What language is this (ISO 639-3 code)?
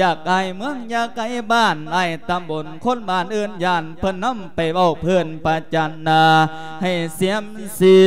lao